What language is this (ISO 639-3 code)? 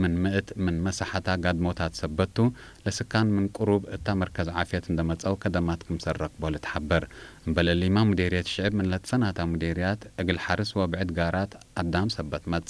tig